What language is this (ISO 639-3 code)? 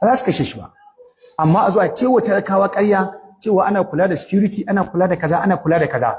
hau